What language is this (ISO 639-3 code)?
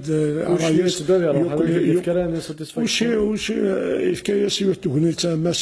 kab